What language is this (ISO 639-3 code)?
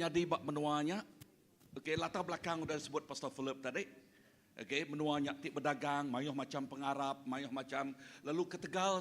iba